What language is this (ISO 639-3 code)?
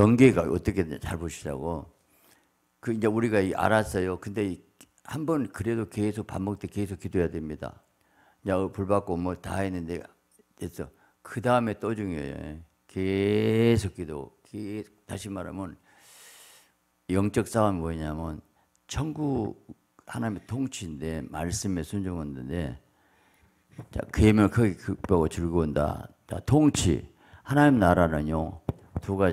kor